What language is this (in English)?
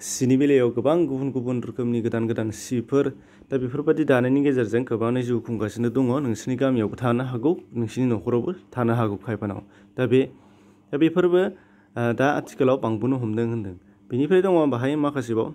Bodo